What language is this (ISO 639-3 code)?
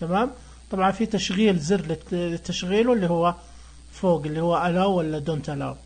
ars